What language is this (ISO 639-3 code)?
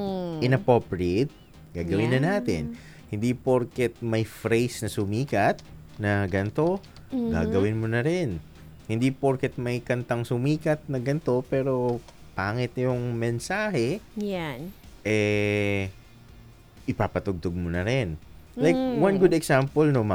fil